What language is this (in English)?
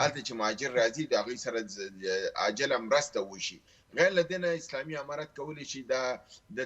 Pashto